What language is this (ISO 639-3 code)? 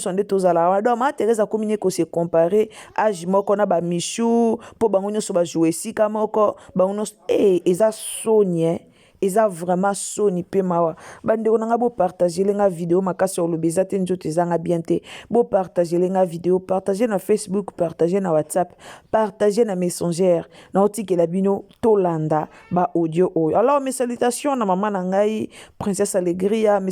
lin